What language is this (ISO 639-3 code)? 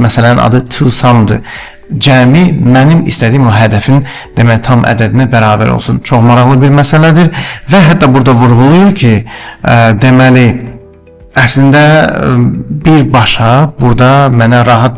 aze